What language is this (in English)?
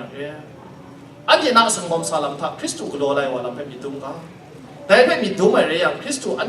Kachin